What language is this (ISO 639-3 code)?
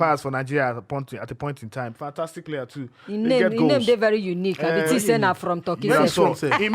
pcm